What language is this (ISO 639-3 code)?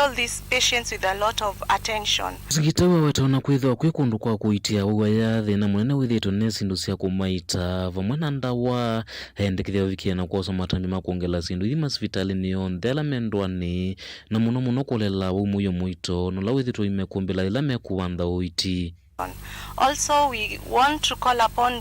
kam